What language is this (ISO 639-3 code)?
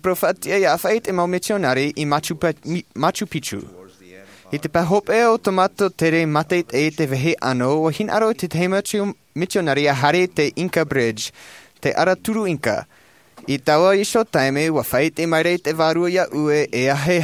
tah